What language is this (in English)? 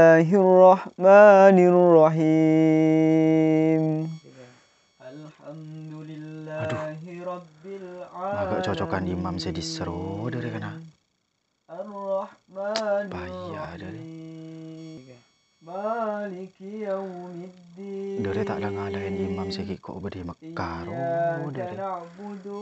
Madurese